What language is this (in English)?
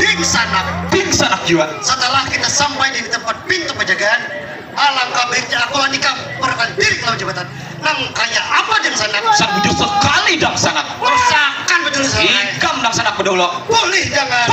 Banjar